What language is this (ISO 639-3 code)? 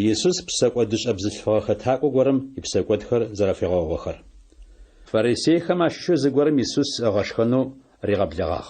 ady